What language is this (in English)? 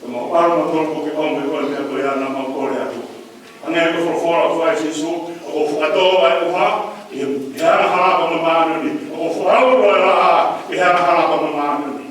Tongan